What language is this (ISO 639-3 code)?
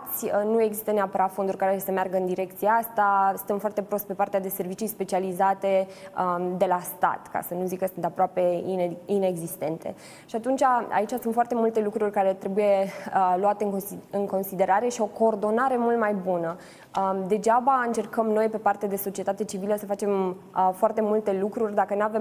ron